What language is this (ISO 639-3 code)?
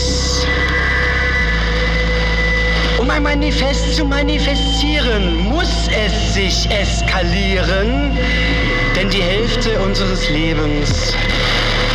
deu